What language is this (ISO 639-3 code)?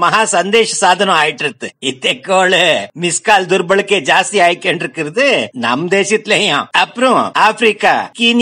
tam